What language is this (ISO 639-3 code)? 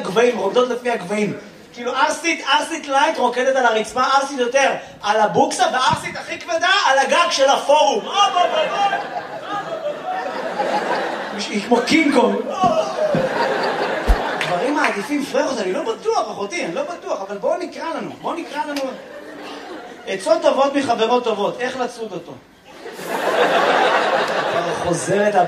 heb